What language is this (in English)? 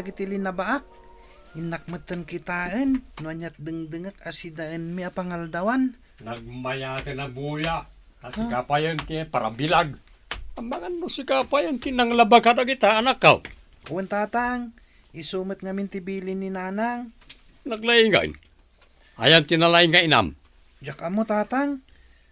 Iloko